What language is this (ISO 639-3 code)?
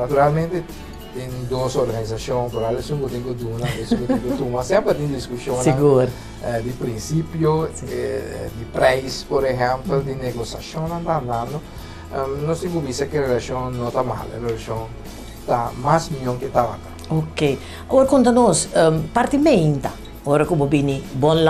pap